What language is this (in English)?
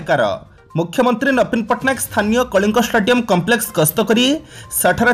Odia